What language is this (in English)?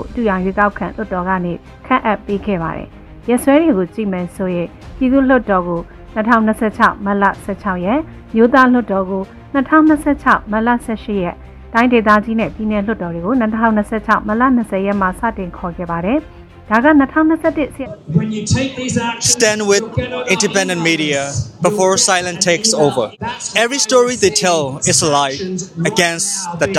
Burmese